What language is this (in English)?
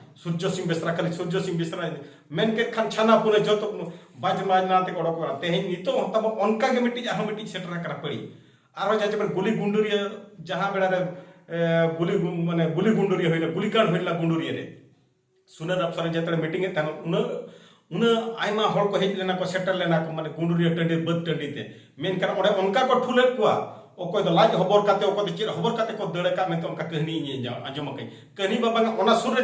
Santali